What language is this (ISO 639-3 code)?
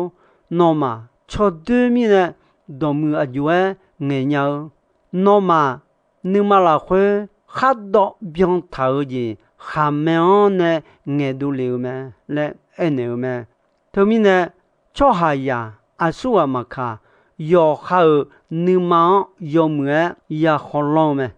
ahk